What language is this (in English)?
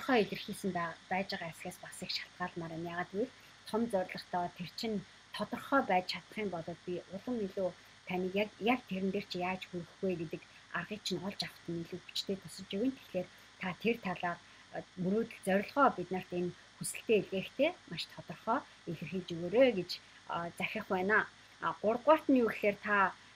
Mongolian